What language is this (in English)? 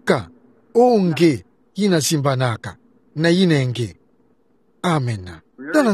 Kituba (Democratic Republic of Congo)